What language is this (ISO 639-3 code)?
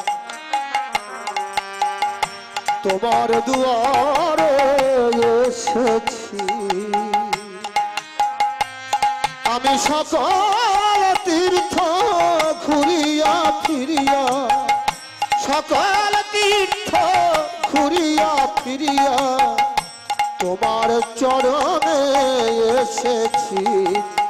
ben